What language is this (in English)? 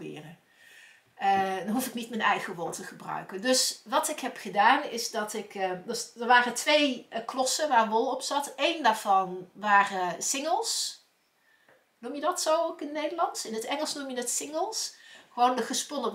Dutch